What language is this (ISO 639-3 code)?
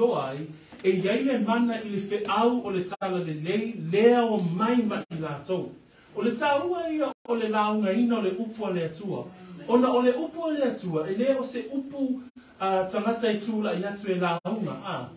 smo